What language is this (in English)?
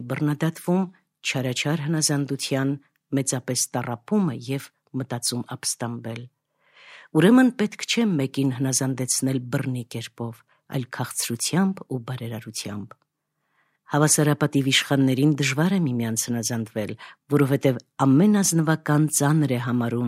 Armenian